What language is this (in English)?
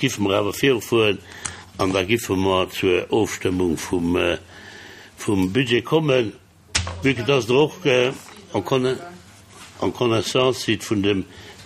Luxembourgish